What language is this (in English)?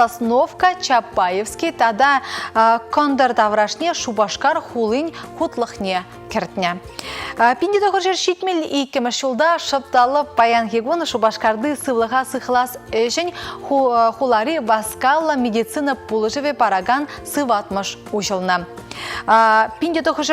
Chuvash